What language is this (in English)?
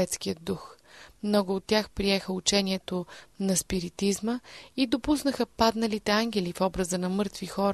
Bulgarian